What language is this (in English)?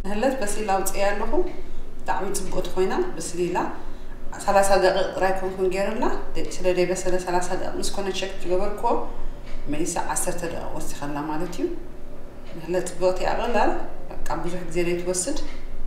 Tigrinya